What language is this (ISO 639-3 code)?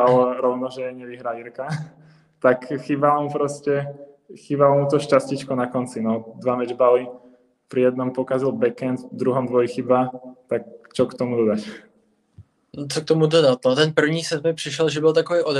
ces